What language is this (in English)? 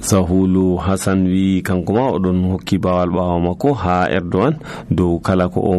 Nigerian Fulfulde